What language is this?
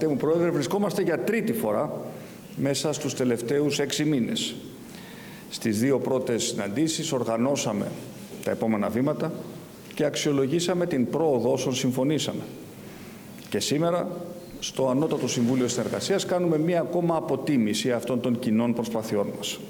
Greek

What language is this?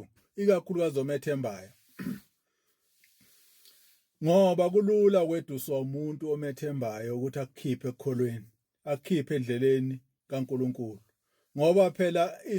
Zulu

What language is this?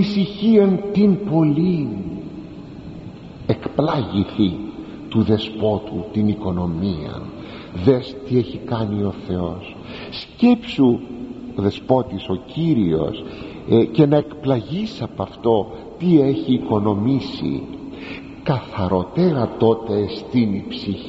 Greek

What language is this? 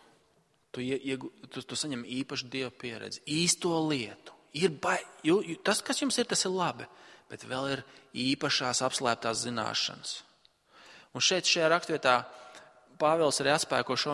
Latvian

